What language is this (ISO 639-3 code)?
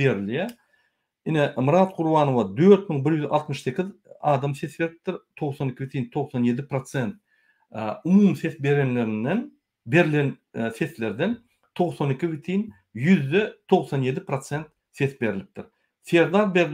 tuk